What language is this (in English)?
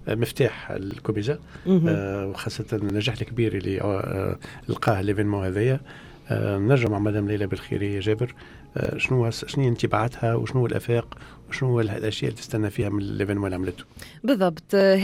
Tunisian Arabic